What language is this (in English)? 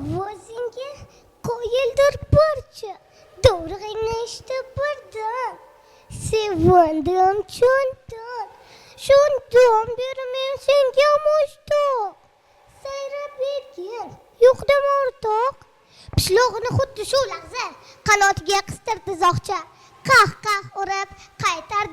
Uzbek